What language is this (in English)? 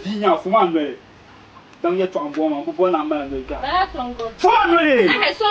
Dagbani